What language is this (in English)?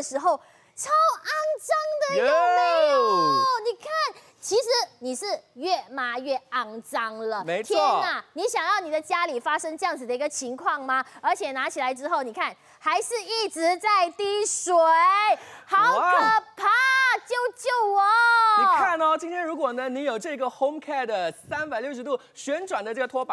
Chinese